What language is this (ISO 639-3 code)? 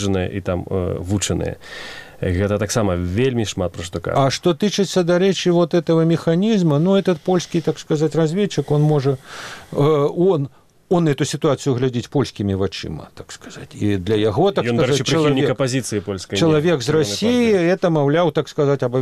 bel